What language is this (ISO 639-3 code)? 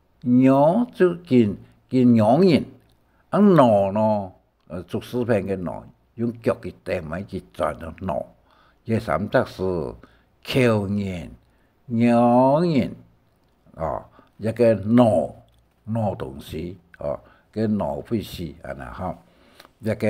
hak